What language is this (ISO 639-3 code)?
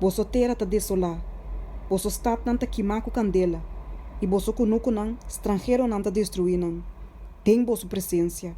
pap